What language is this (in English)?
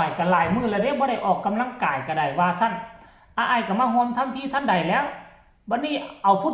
Northeastern Thai